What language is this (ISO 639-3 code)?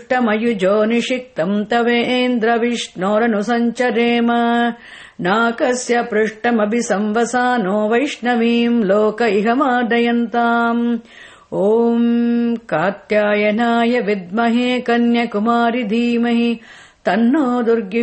san